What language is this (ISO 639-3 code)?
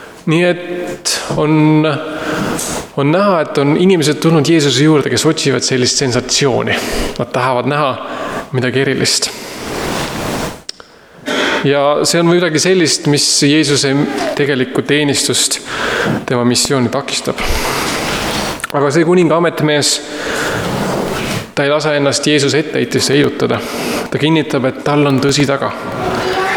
est